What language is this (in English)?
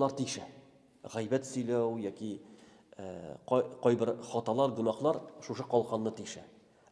Tatar